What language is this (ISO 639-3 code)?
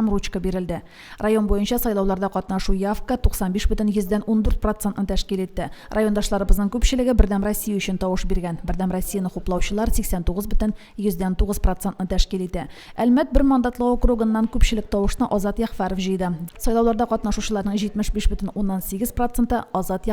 tat